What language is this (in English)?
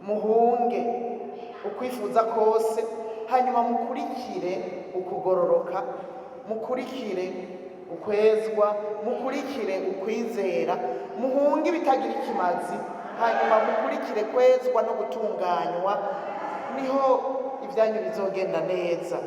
Rundi